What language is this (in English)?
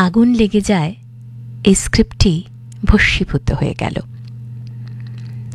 Bangla